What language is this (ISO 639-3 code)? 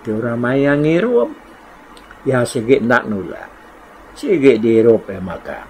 iba